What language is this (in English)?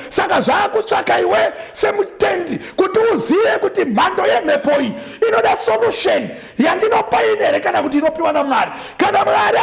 Shona